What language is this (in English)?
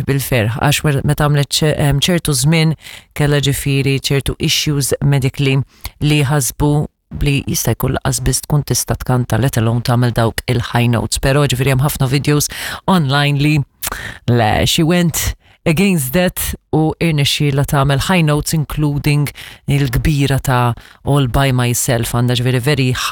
Maltese